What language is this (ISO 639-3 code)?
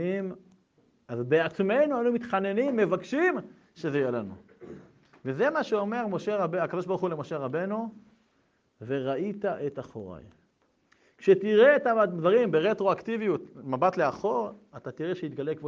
heb